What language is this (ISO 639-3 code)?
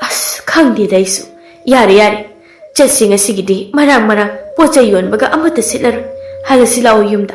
mni